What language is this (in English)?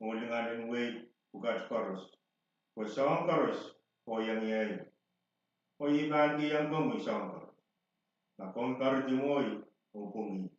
Pohnpeian